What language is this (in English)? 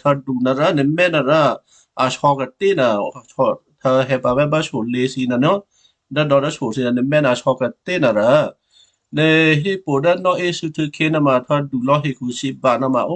Western Kayah